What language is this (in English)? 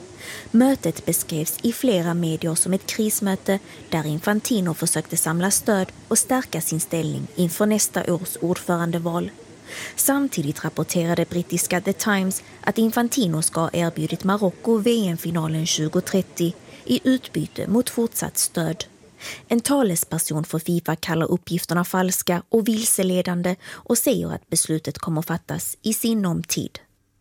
Swedish